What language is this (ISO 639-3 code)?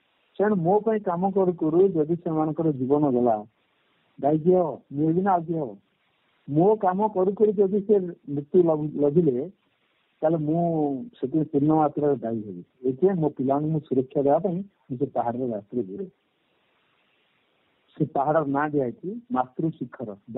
ori